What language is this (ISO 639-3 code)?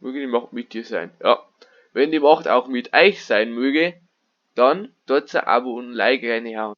bar